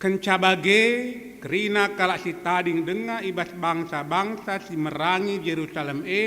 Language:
Batak Karo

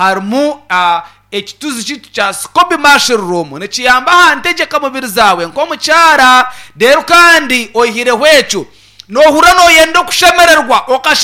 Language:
Nyankole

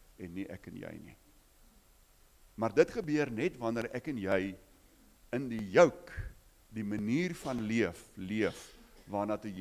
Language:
Afrikaans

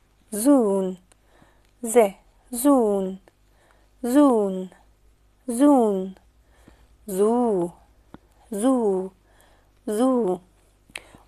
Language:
Egyptian Arabic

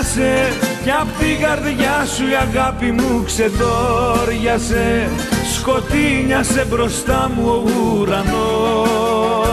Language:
Greek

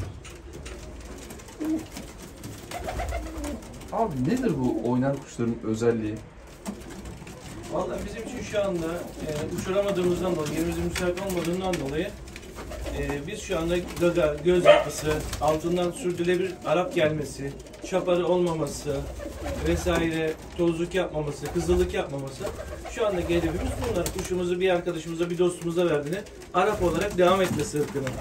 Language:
Turkish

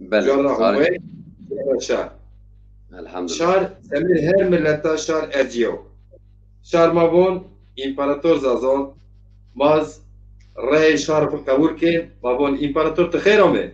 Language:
Zaza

